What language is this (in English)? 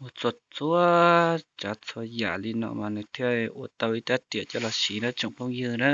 Hmong